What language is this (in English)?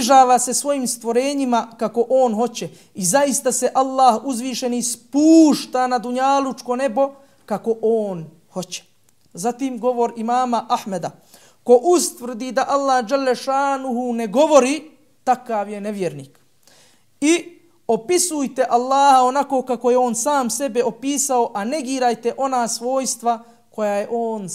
Bosnian